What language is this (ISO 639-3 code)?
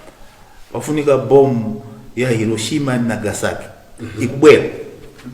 nya